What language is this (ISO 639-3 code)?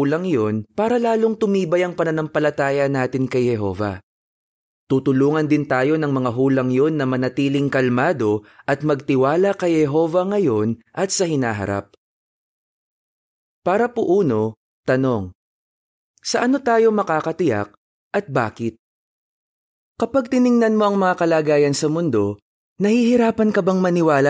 fil